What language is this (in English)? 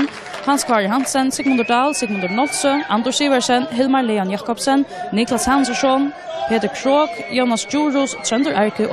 Faroese